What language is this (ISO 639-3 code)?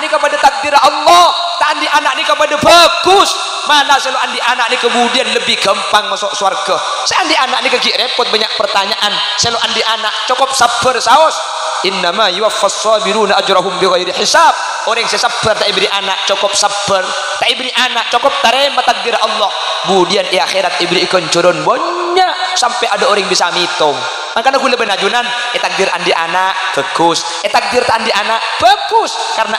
mad